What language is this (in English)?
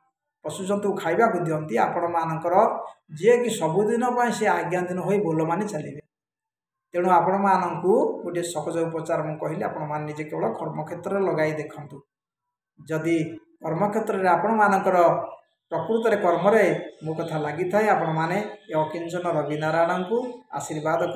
Odia